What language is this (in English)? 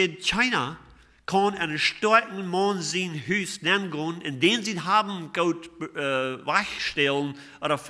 Plautdietsch